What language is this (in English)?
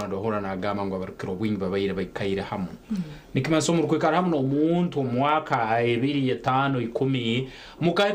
Nyankole